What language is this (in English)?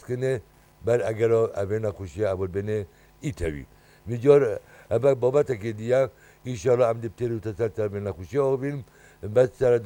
Kurdish